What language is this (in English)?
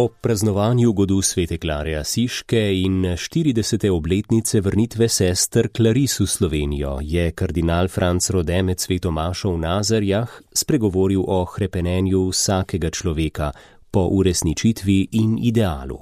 Slovenian